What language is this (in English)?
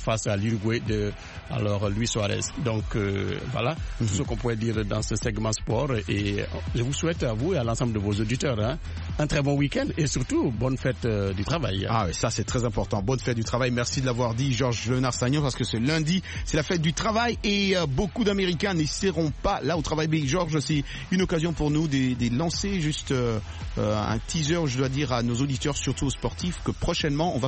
French